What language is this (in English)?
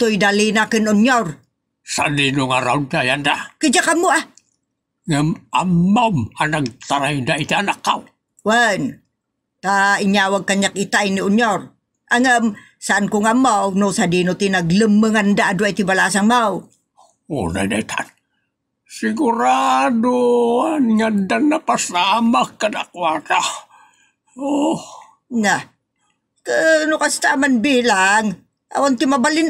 Iloko